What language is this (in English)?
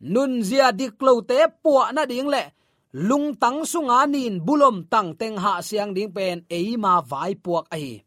Tedim Chin